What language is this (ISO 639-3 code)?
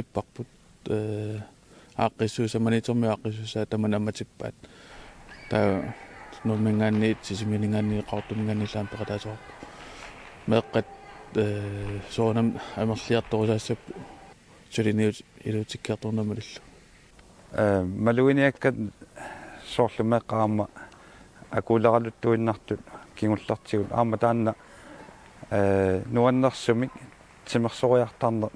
kal